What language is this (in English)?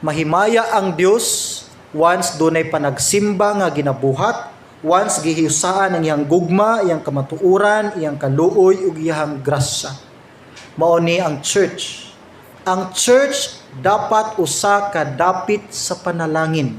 Cebuano